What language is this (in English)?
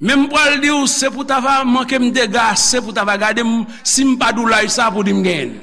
Haitian Creole